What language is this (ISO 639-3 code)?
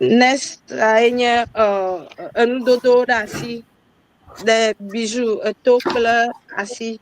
ewe